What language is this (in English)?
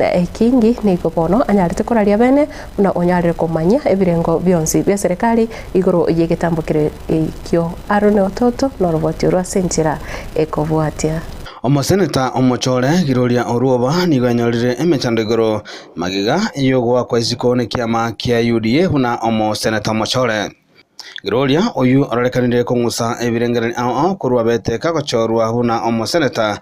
Gusii